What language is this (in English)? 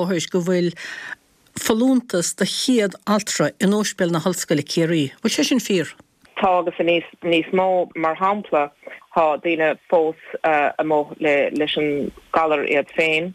Irish